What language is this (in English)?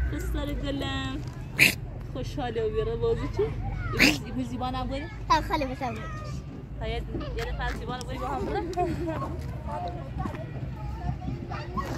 Persian